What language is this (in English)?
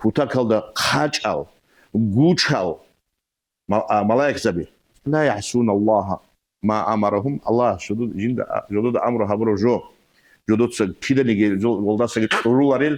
Avaric